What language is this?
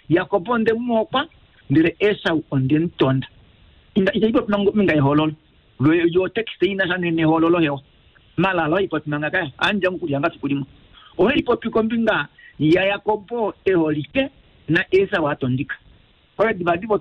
Kuanyama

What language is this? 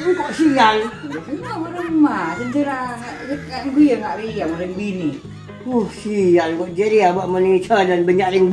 Madurese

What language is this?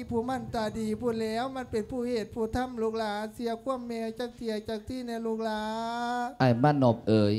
Lao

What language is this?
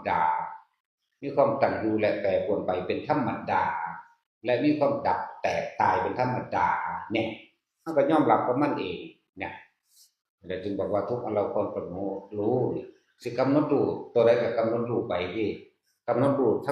Northeastern Thai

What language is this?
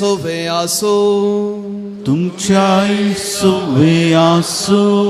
Konkani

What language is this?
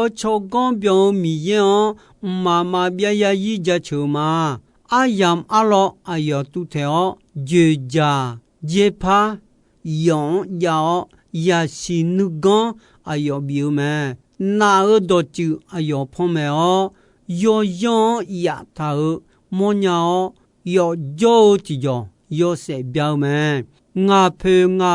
Akha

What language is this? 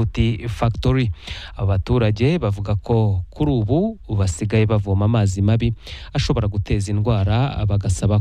Kinyarwanda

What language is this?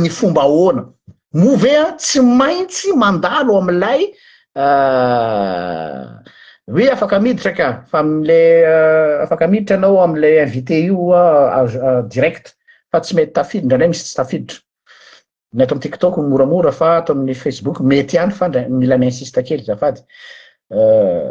Malagasy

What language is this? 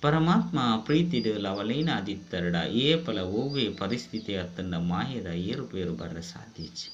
Tulu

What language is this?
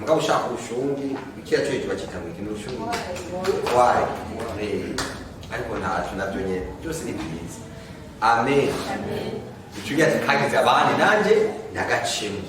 Rundi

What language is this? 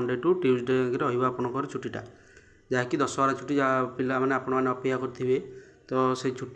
Odia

